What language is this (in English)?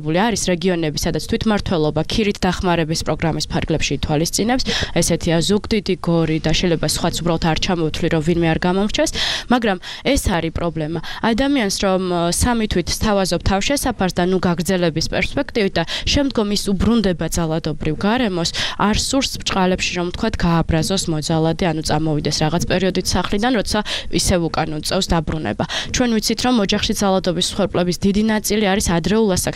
Georgian